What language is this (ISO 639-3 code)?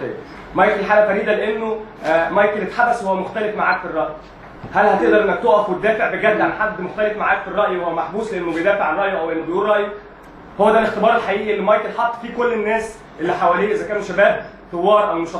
arz